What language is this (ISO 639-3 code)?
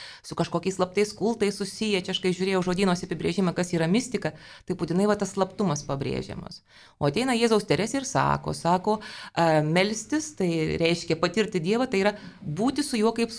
lit